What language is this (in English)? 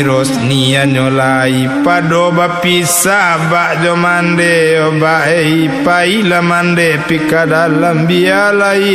Minangkabau